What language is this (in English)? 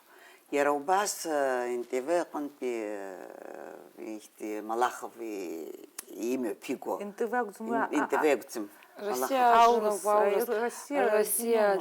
Abkhazian